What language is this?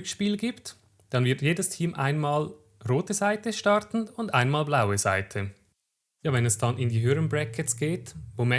Swiss German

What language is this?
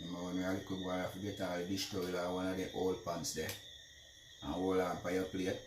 Jamaican Creole English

